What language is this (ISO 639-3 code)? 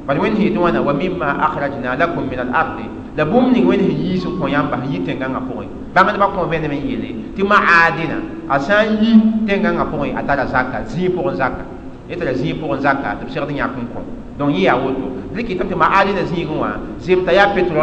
mos